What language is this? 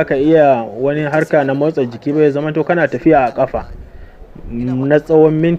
Hausa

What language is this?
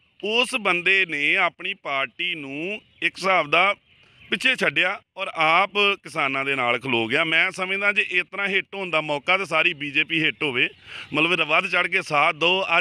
Punjabi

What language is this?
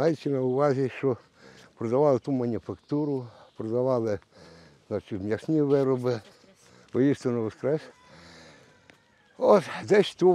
Ukrainian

